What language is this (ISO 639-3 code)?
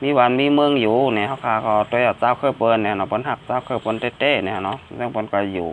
shn